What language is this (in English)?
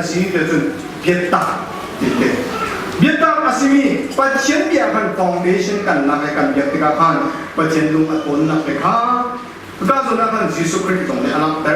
Hakha Chin